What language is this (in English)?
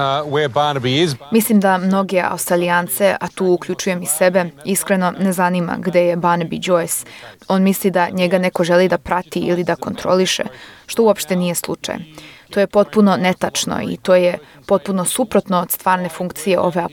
Serbian